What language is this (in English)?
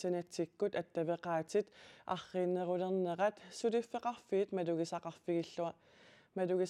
Kalaallisut